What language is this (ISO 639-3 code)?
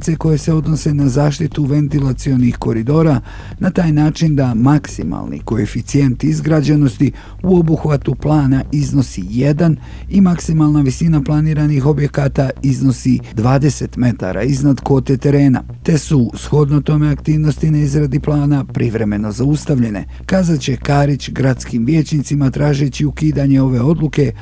bos